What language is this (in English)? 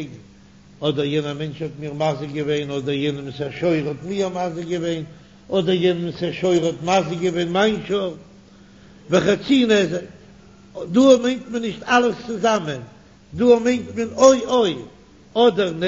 Yiddish